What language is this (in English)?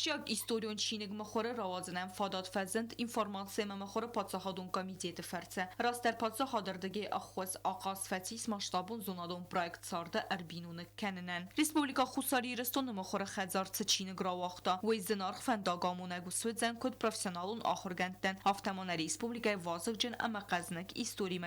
Ossetic